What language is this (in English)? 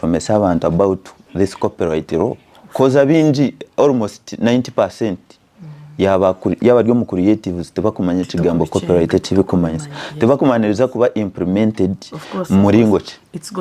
Nyankole